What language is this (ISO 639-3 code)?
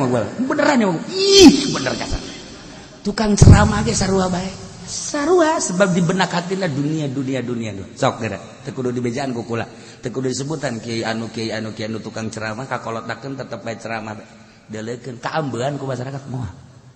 sun